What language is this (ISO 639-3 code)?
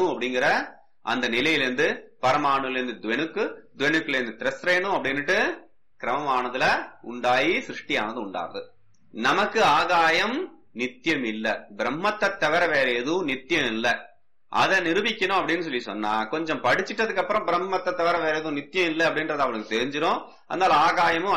tam